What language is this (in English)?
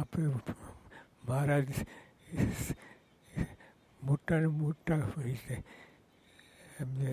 Gujarati